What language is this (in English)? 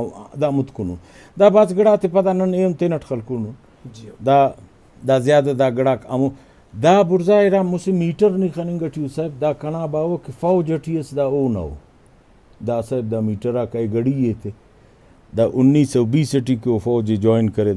Brahui